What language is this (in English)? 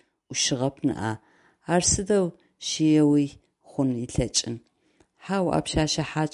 Adyghe